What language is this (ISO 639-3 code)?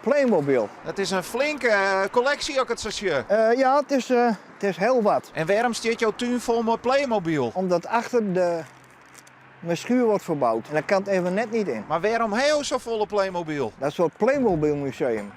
fry